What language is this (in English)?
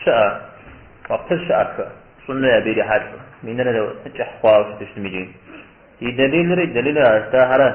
Kabardian